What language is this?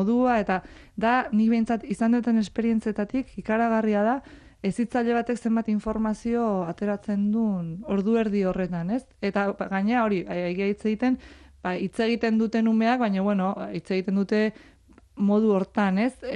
Basque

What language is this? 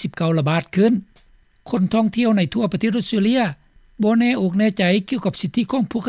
Lao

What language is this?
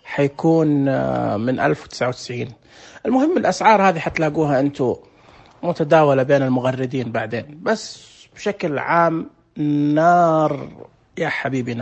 Najdi Arabic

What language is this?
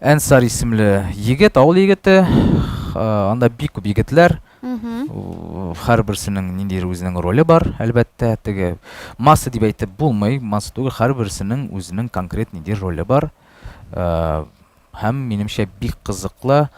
Tatar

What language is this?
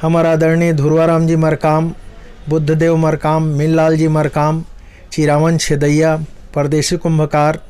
Chhattisgarhi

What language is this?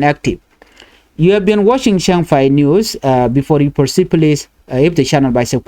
Nuer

